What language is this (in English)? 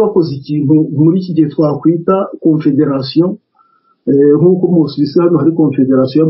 Kinyarwanda